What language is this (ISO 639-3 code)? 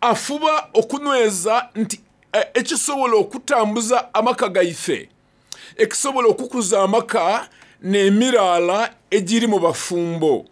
xog